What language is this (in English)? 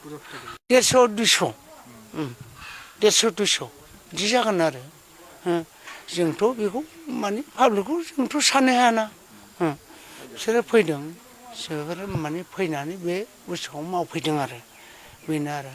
Bodo